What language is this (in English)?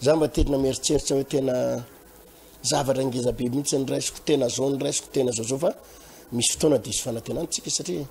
Malagasy